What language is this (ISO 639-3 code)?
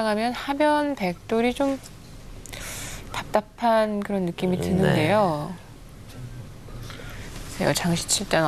kor